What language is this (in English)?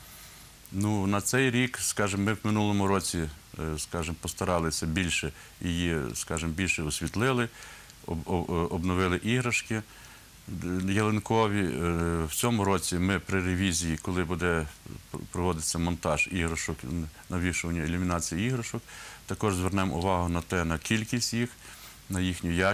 Ukrainian